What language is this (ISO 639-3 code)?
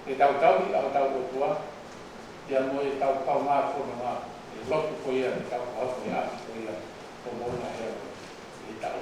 ton